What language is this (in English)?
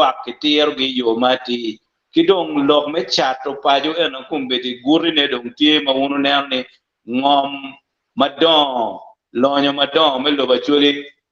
Acoli